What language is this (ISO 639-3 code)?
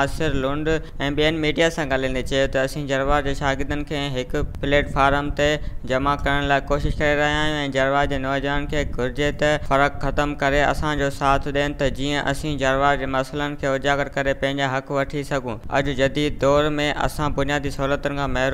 snd